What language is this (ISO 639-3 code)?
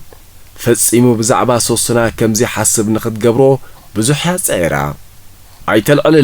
tir